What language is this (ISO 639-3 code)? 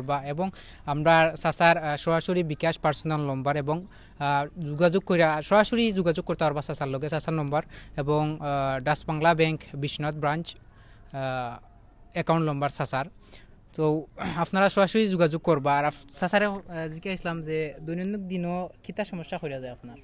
syl